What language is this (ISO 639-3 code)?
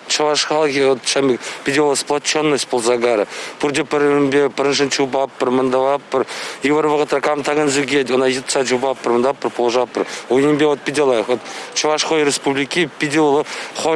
chv